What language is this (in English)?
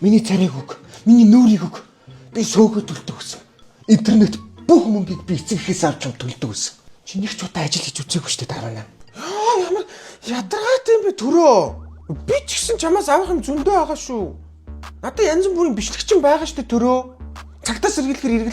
Mongolian